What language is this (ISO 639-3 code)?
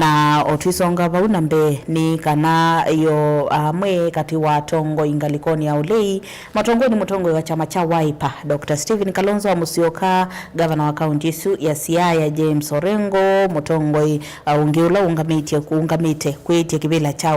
kam